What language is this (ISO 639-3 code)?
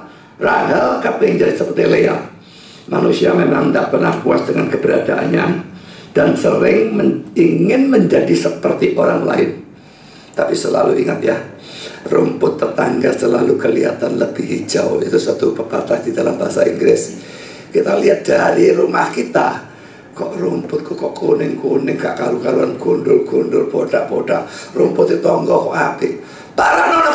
ind